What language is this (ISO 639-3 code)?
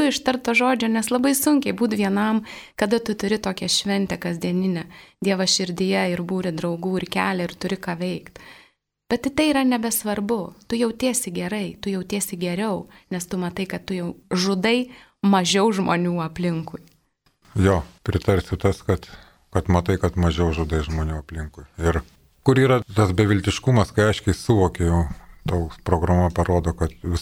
lit